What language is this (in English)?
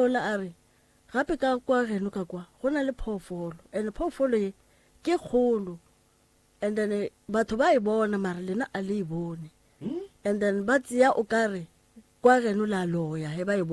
Northern Sotho